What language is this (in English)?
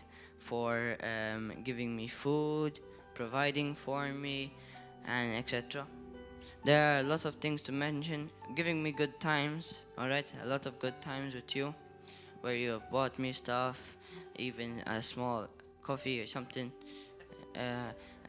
English